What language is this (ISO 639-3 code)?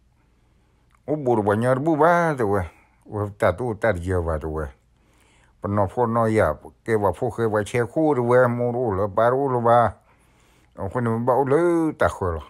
ksw